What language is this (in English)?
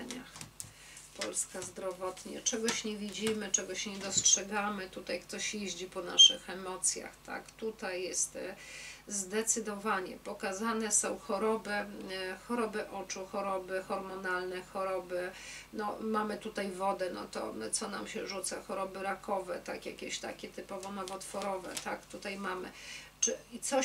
Polish